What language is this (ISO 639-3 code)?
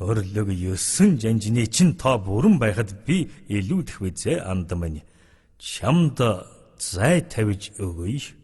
mon